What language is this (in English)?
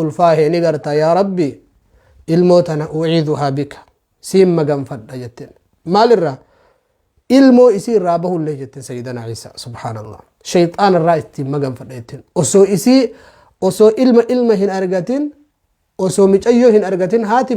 Oromo